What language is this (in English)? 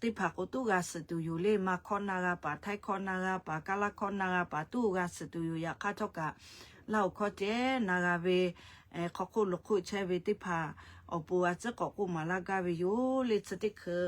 Lahu